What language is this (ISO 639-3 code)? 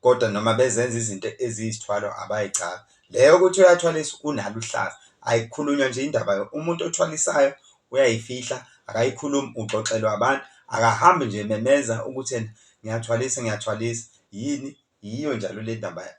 zul